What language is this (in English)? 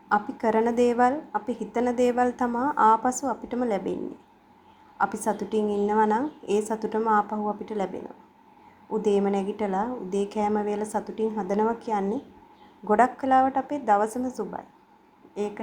Sinhala